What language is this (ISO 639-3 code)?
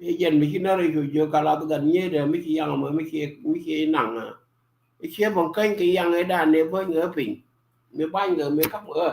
nus